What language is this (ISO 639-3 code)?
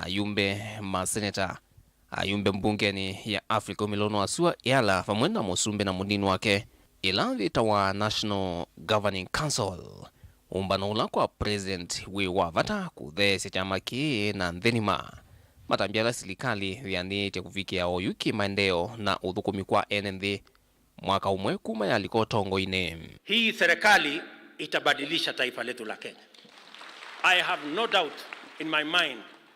kam